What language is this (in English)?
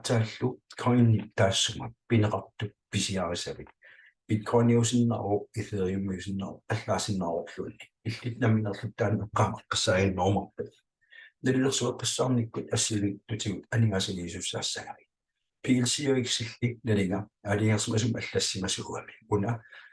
Kalaallisut